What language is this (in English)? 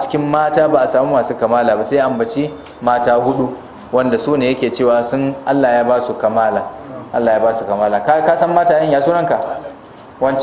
Hausa